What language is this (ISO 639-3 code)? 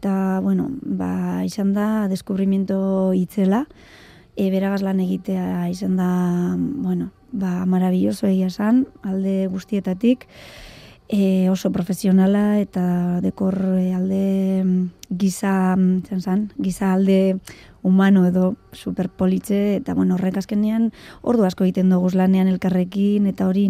eus